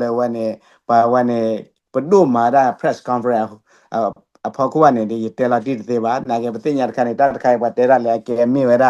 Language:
S'gaw Karen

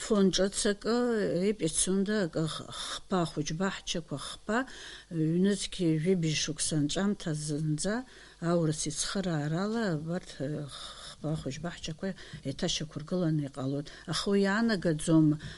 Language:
Abkhazian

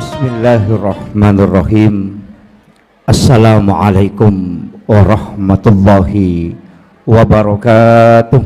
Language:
Buginese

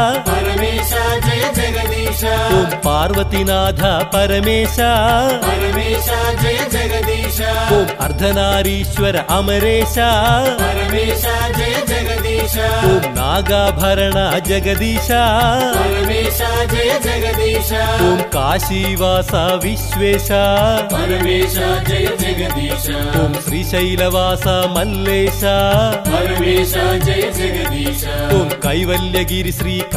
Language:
Telugu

